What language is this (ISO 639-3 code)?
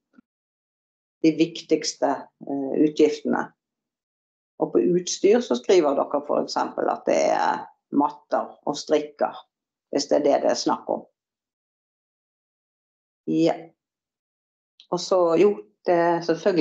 nor